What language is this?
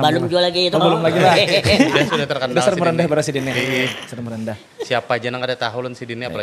Banjar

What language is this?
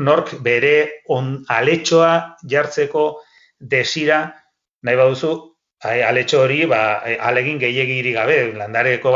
Basque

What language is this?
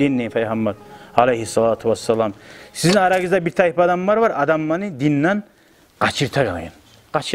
Kumyk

